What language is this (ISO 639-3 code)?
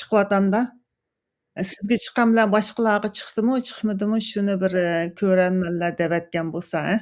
uig